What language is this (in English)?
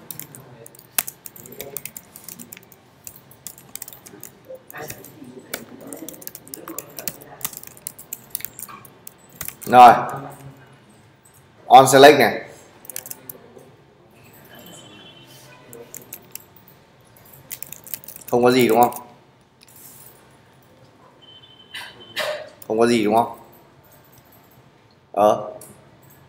Vietnamese